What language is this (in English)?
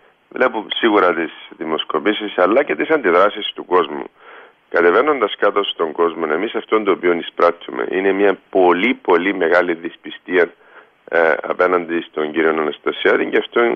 Greek